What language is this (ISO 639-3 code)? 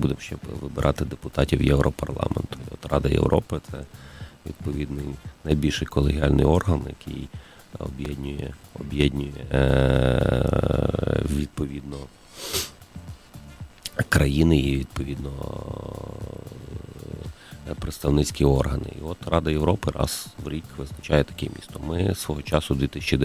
ukr